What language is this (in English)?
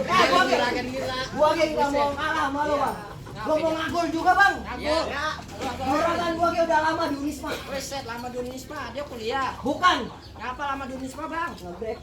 Betawi